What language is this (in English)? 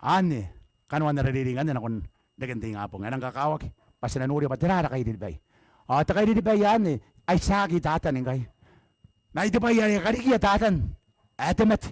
Gilbertese